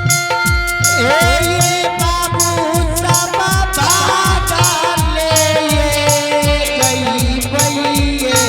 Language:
Angika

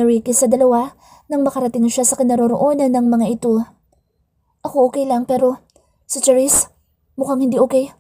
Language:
Filipino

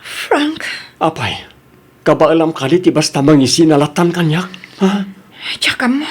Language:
Iloko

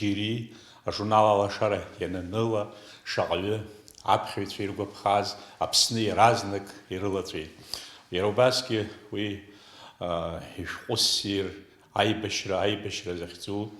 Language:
Abkhazian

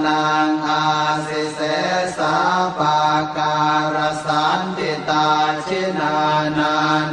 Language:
Pali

